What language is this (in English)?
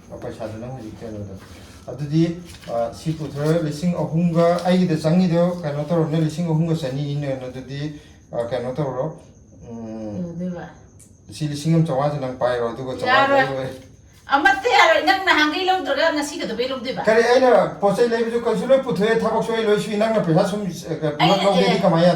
Manipuri